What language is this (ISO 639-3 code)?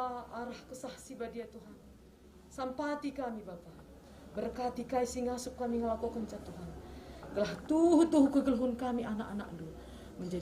btx